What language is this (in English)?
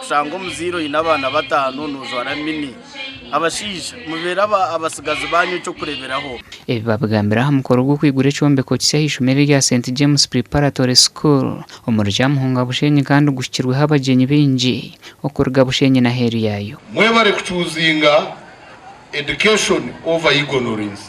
Nyankole